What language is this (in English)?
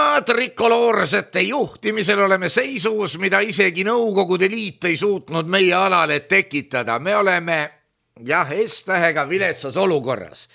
Estonian